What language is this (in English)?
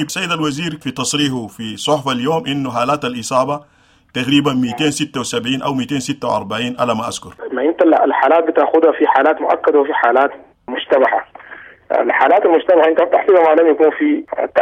Sudanese Arabic